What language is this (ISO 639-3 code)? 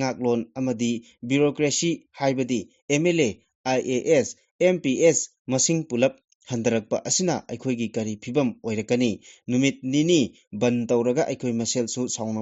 mni